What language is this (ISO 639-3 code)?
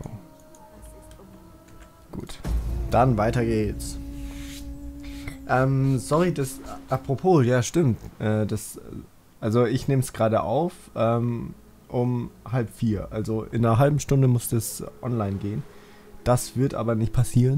deu